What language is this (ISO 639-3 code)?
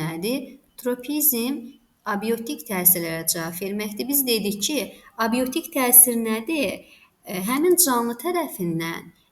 aze